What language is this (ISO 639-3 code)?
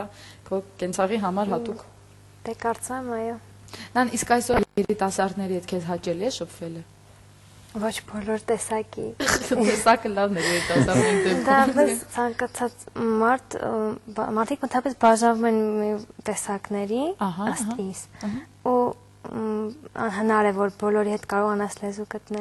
hye